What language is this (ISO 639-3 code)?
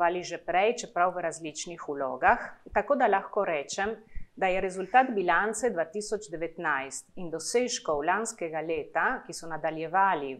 slv